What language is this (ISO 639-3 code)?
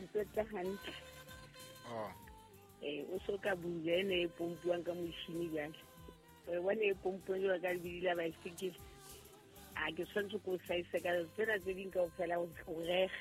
sot